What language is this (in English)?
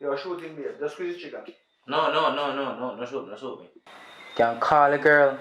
Jamaican Creole English